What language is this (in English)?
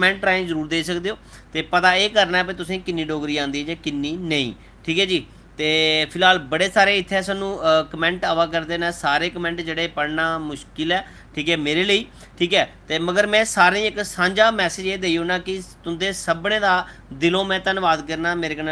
Dogri